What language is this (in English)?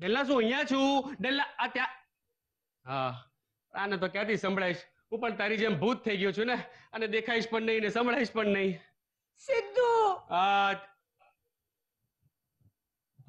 Gujarati